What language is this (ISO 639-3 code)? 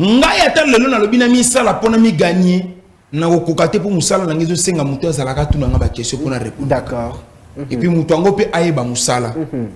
lin